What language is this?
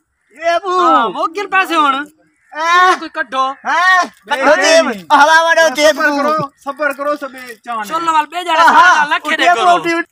Saraiki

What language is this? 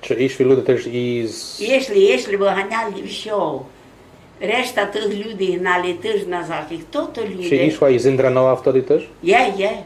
Rusyn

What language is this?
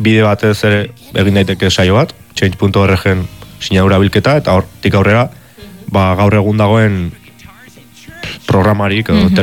Basque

